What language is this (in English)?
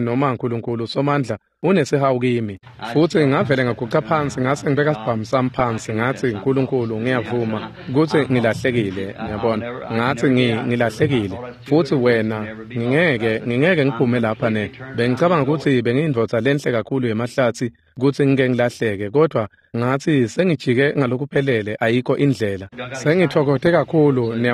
Swati